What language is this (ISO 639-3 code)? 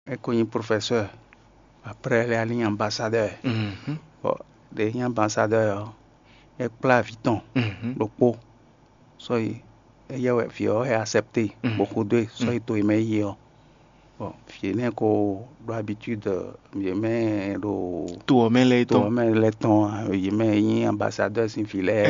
fon